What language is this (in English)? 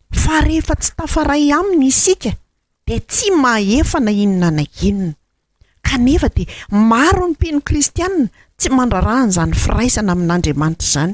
Malagasy